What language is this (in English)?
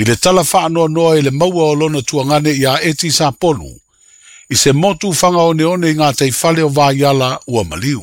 Samoan